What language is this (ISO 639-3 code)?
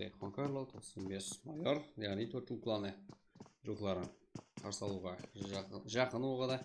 kaa